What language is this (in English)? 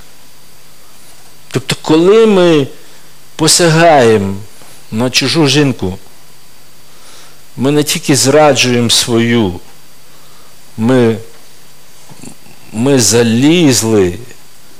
Ukrainian